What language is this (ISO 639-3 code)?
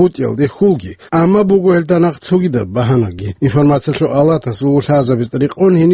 ava